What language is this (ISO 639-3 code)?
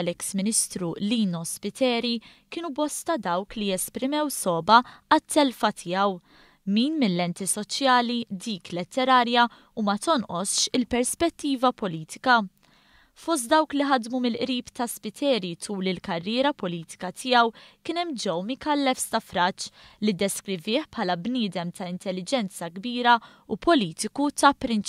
mlt